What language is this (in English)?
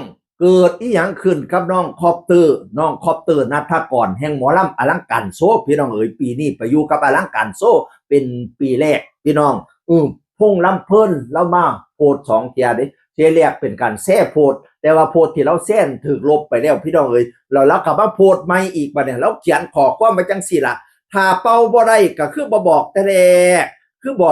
Northeastern Thai